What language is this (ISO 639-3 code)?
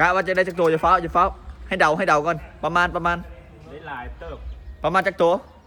lao